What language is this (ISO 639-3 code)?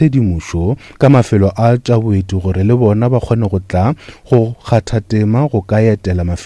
nso